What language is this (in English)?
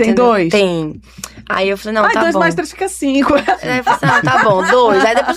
Portuguese